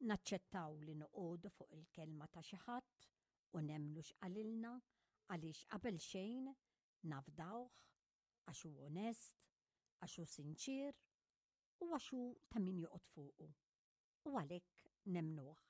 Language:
Maltese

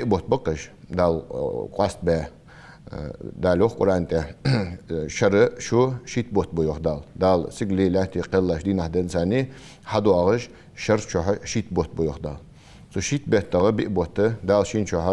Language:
Ingush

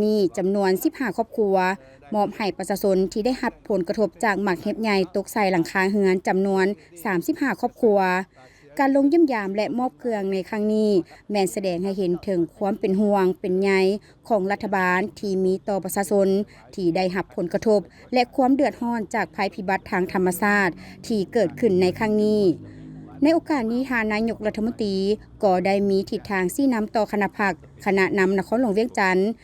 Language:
Lao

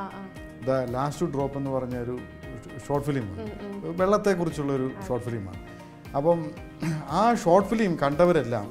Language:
Malayalam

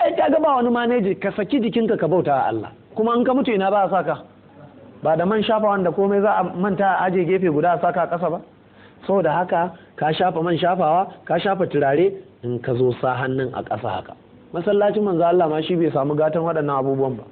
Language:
Hausa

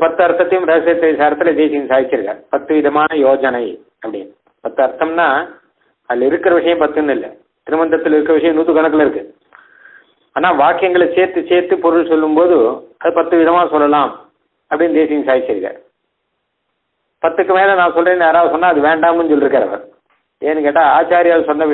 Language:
Tamil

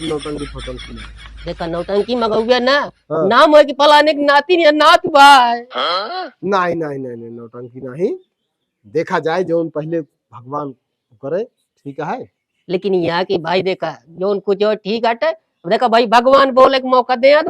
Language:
Awadhi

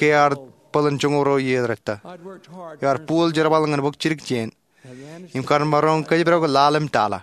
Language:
Marshallese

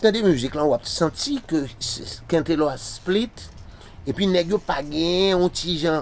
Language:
Haitian Creole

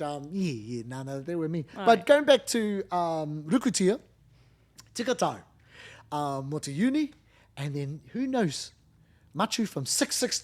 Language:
Māori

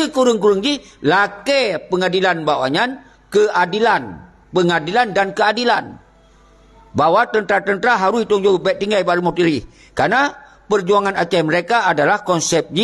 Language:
Achinese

